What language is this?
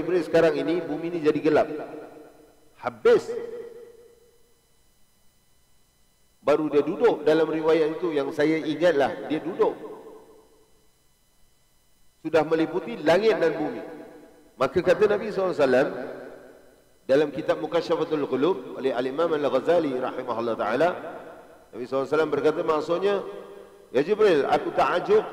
Malay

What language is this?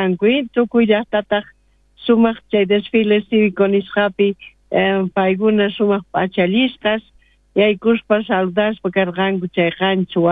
South Bolivian Quechua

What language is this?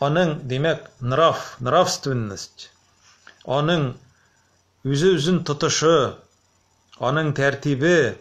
Tatar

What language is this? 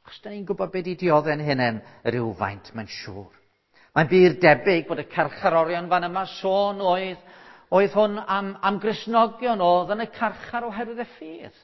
Welsh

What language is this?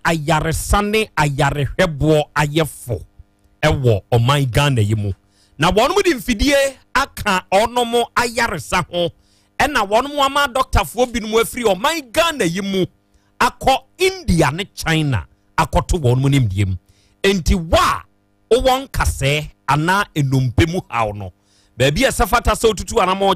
Akan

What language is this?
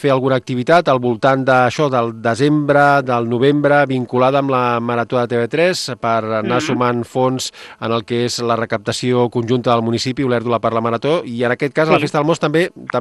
Catalan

